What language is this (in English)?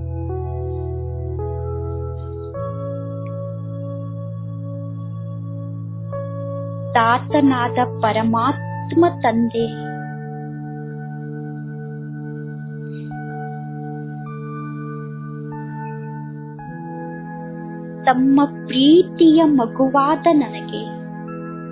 Kannada